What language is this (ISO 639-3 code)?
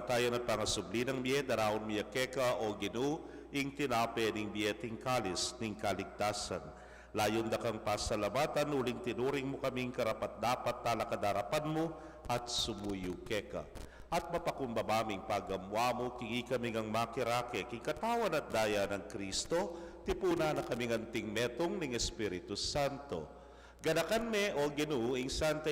pam